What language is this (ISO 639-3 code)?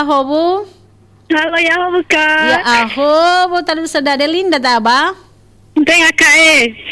nia